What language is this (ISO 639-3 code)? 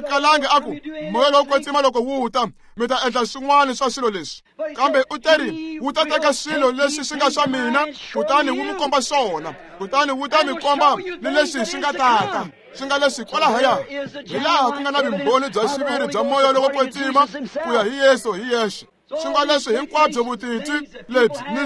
tso